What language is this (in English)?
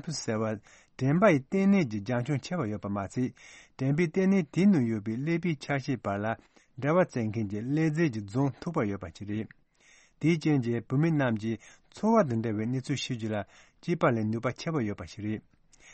Tibetan